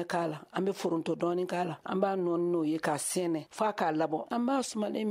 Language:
Bambara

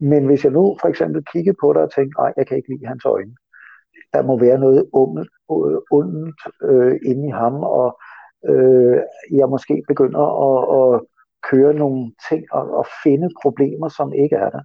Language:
Danish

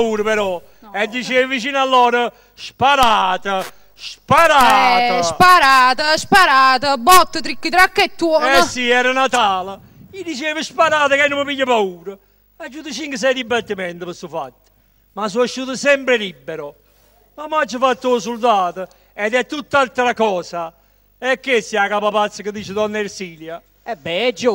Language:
Neapolitan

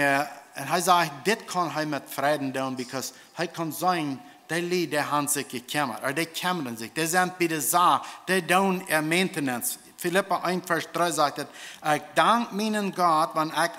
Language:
Plautdietsch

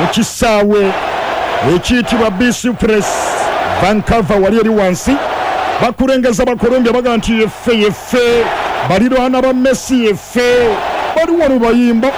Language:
Ganda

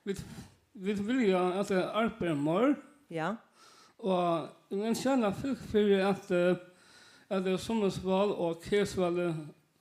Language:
Faroese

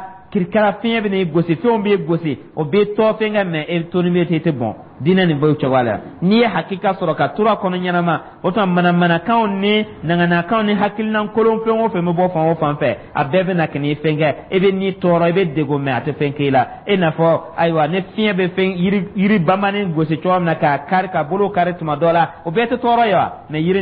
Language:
Dyula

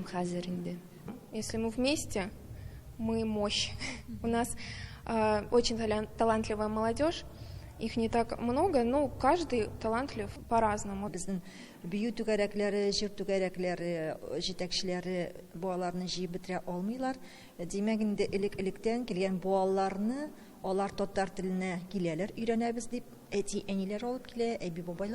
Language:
Tatar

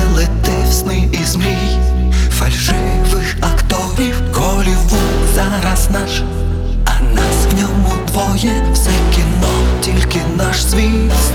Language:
Ukrainian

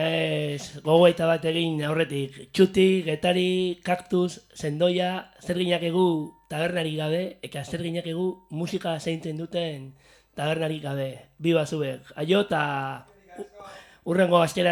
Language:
Basque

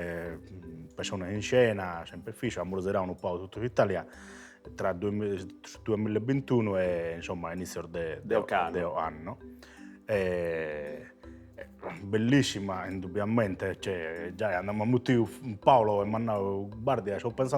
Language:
Sardinian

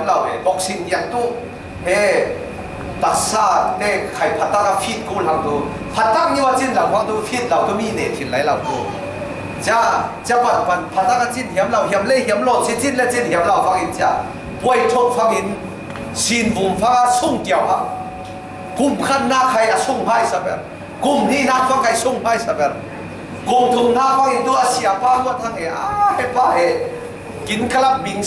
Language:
Falam Chin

